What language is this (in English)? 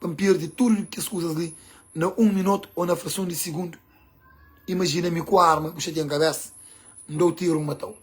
Kabuverdianu